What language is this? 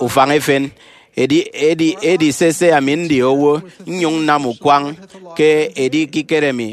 Efik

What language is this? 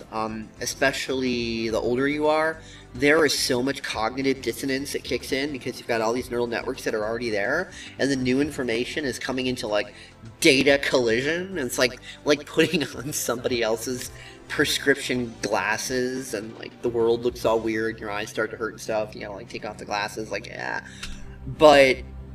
English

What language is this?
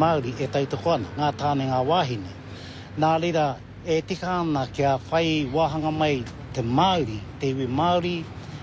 Māori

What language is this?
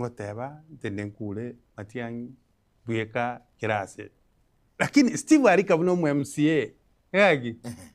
Gusii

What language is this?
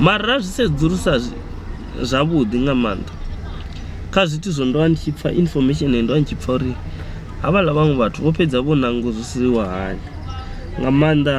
Venda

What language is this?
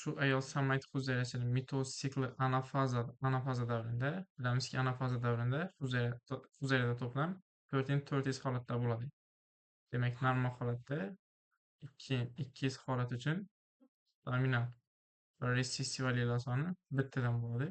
Uzbek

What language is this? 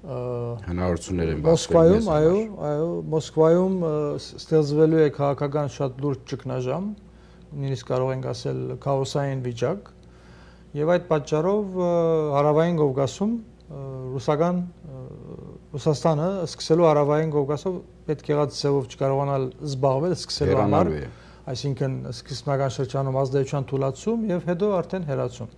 Armenian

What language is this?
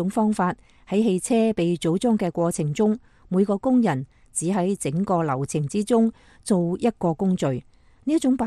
Cantonese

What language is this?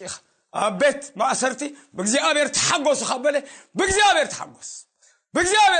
Tigrinya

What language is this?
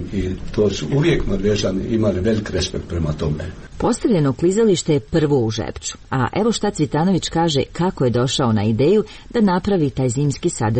Croatian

